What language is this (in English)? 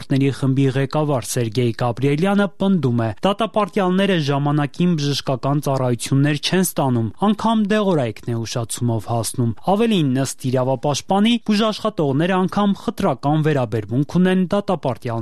Armenian